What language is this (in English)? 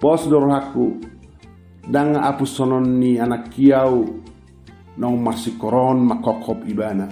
Batak Toba